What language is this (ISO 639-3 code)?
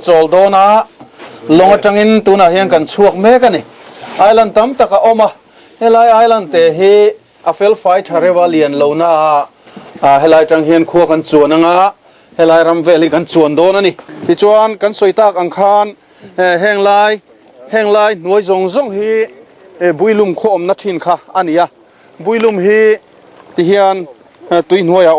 lus